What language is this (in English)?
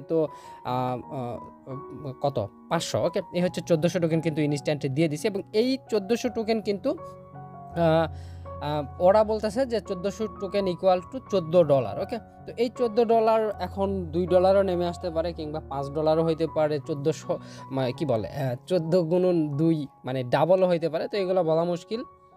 Bangla